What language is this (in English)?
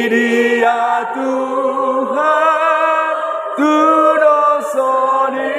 Batak Toba